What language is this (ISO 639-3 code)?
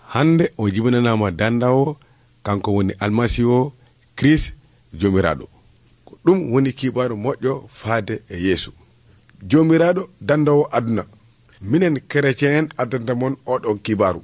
fuv